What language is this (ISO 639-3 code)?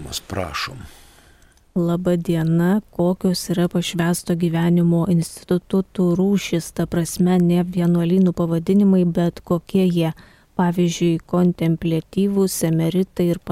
lit